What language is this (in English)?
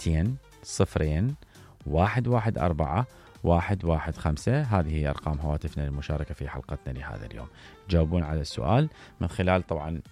Mesopotamian Arabic